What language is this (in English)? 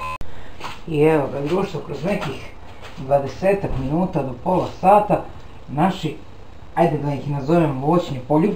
Serbian